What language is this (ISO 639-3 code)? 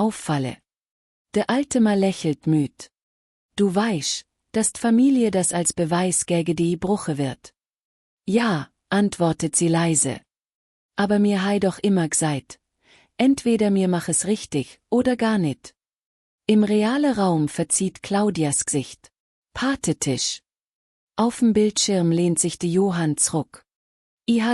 gsw